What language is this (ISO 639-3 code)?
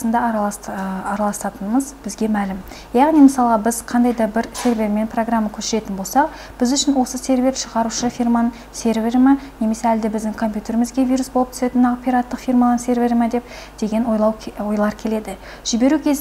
kaz